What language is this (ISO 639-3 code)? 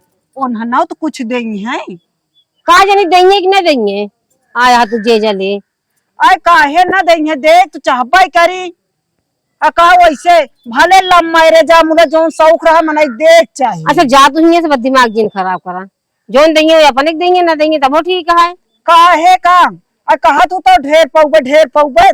awa